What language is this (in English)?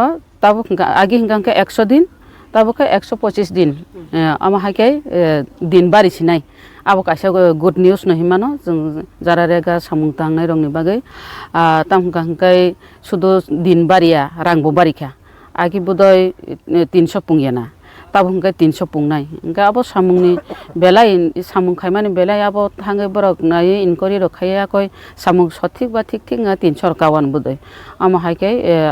Kok Borok